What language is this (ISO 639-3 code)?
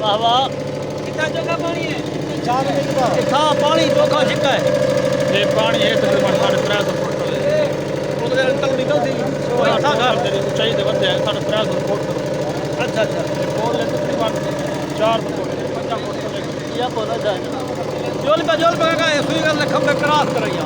skr